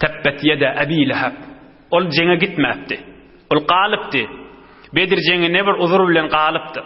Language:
Turkmen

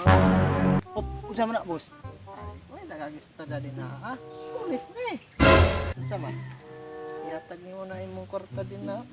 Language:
Cebuano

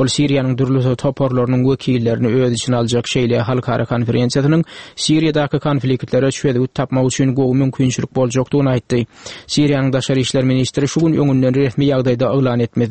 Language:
Turkmen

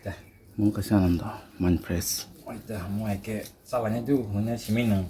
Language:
Kok Borok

